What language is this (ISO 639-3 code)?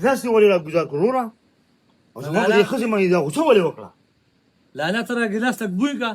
pus